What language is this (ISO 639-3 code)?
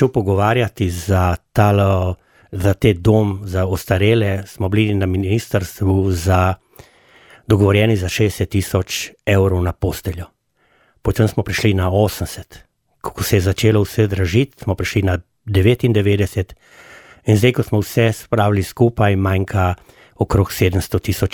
slv